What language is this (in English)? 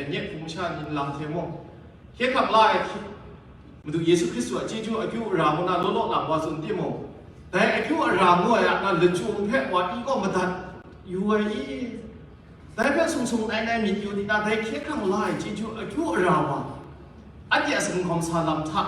Kachin